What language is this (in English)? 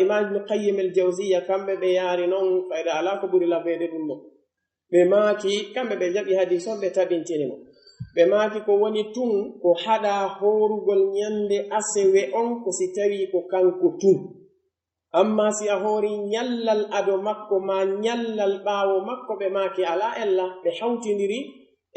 Pular